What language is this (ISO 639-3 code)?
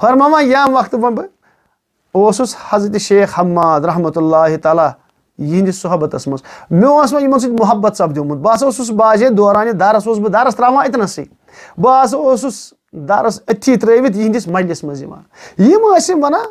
kas